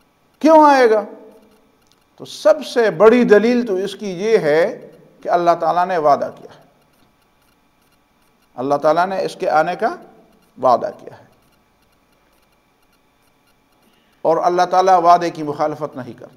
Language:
Urdu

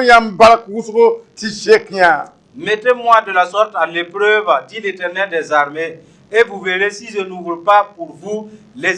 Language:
Mossi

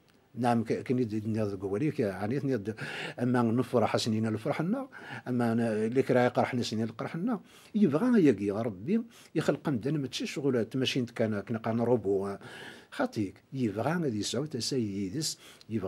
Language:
Kabyle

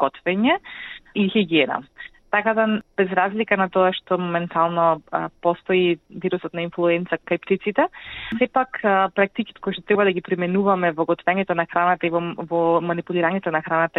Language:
Macedonian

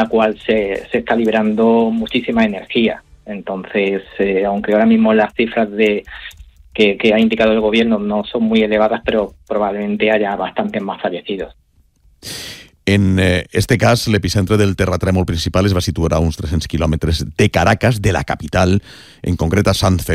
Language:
Catalan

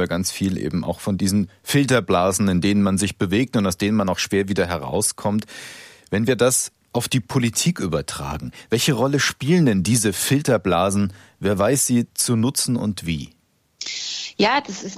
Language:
German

